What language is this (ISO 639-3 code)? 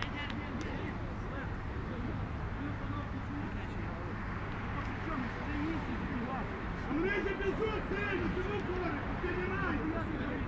ukr